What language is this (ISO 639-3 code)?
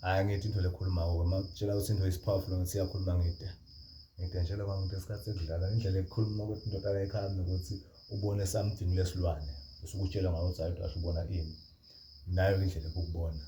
zul